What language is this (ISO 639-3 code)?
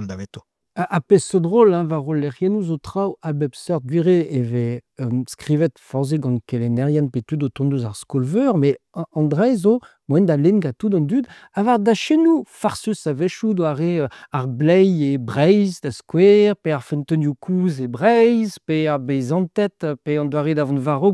bre